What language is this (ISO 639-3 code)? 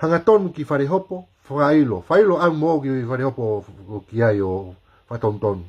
ton